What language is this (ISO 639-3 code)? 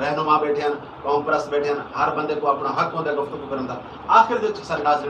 skr